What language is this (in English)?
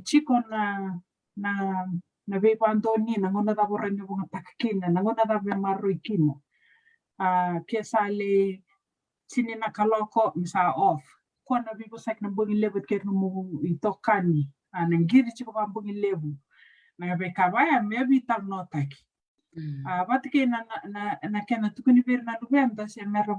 Fijian